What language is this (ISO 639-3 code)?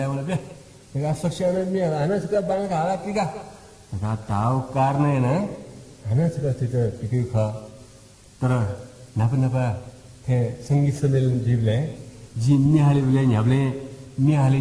new